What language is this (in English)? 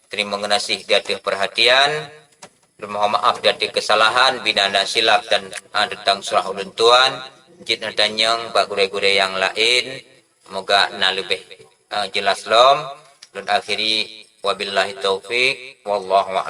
Achinese